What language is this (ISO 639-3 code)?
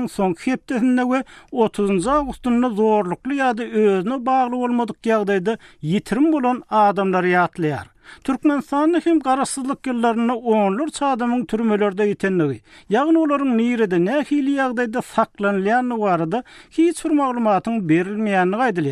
tuk